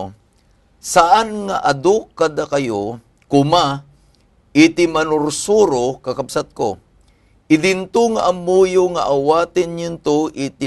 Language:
Iloko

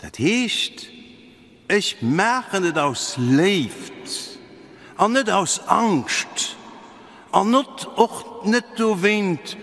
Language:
Luxembourgish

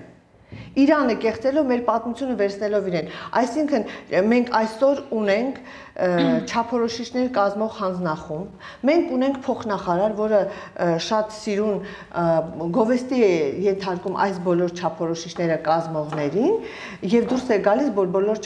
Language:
Armenian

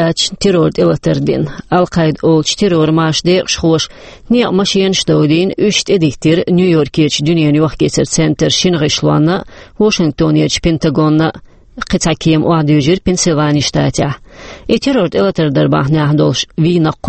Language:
Chechen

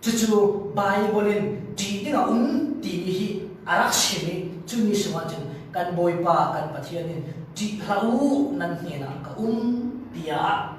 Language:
Falam Chin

